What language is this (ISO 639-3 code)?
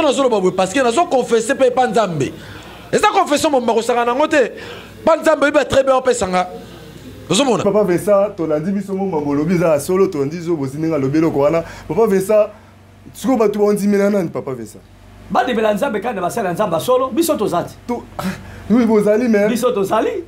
lin